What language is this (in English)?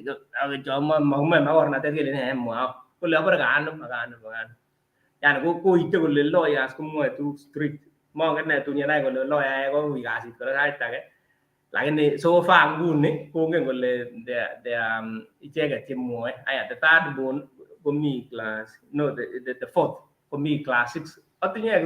Kalenjin